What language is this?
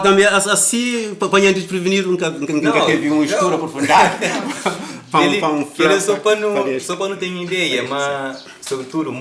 Kabuverdianu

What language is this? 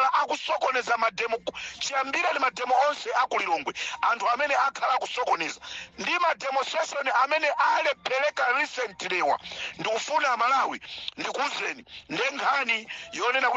Nyanja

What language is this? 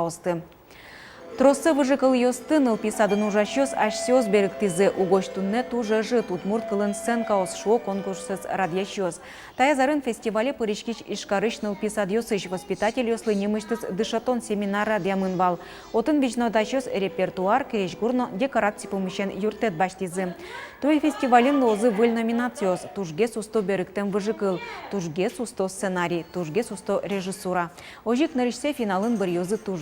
Udmurt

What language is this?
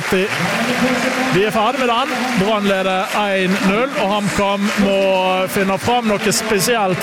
Norwegian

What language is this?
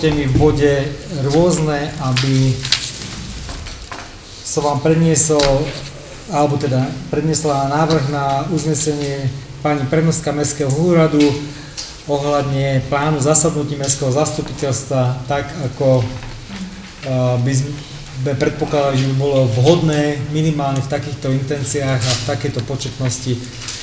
Slovak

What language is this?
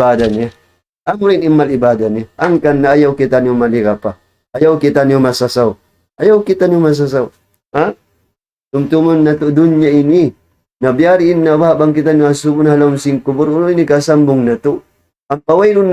Tausug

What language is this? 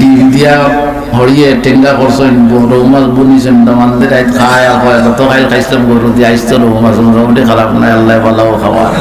Sylheti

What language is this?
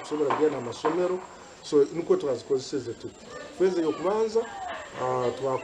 Nyankole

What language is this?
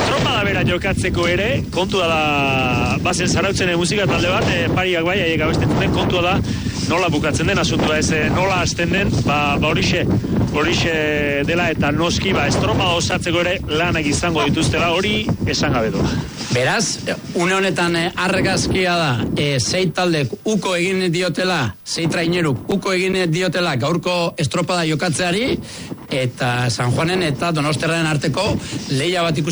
Basque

